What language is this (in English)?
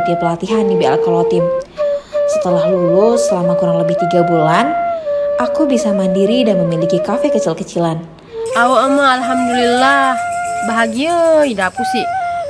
Sasak